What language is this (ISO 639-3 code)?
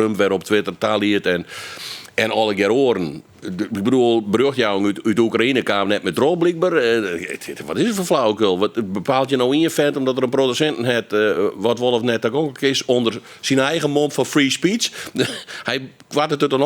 fry